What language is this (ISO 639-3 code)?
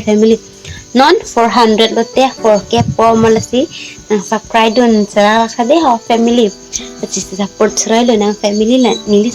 mjw